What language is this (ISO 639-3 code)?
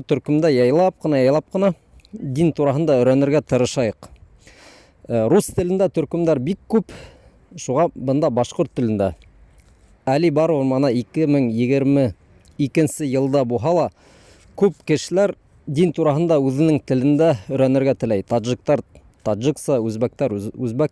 bak